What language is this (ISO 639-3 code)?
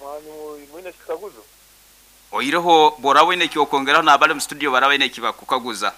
nyo